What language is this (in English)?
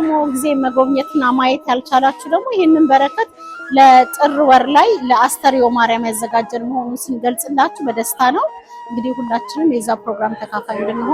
Amharic